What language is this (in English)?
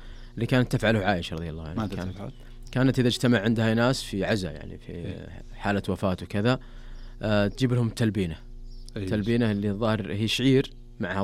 Najdi Arabic